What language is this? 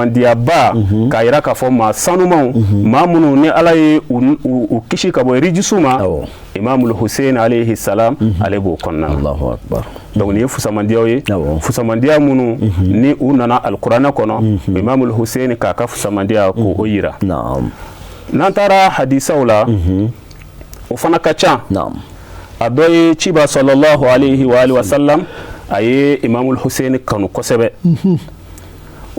Bambara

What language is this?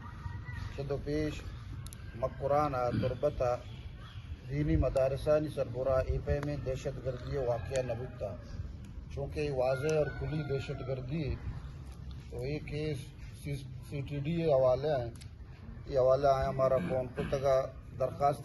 Baluchi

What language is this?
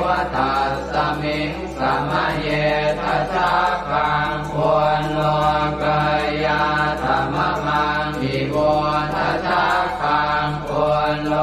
Pali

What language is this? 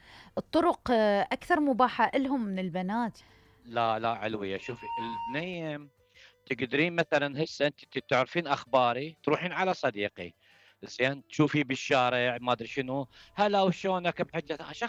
Mesopotamian Arabic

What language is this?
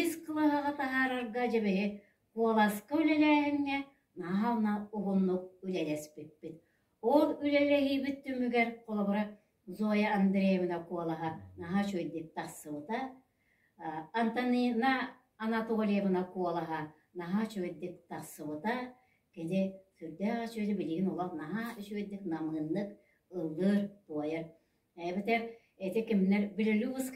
Yakut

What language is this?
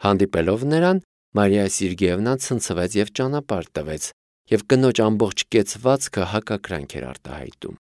Armenian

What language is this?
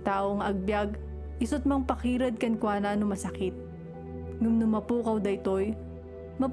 Iloko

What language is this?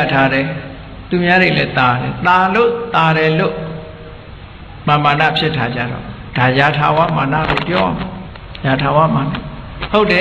Burmese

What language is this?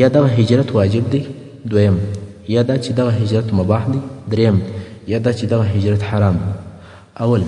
Pashto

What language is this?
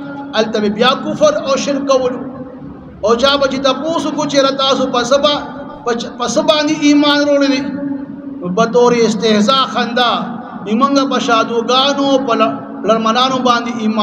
Pashto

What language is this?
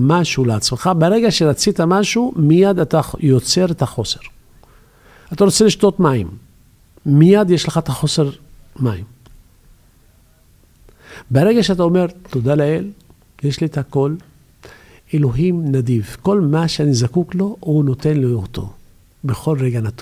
Hebrew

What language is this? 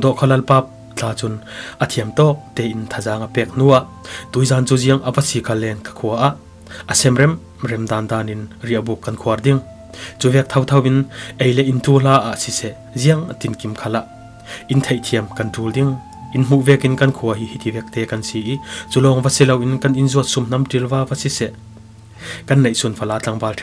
Falam Chin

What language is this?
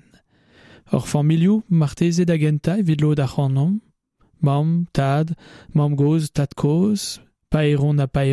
Breton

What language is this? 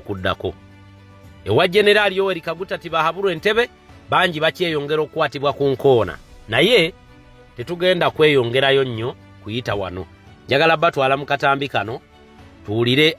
Ganda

